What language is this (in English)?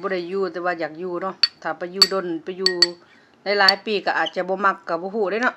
Lao